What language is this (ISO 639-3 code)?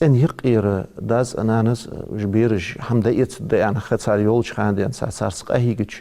inh